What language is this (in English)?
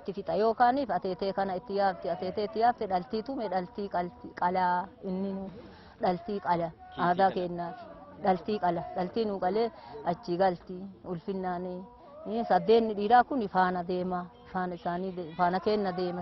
Oromo